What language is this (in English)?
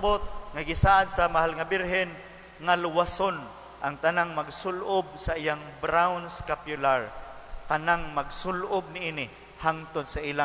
Cebuano